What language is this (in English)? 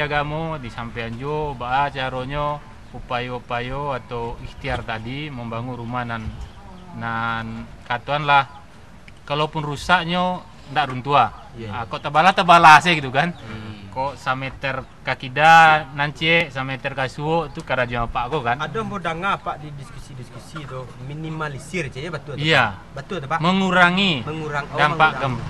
Minangkabau